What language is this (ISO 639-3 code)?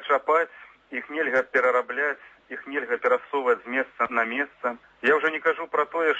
bel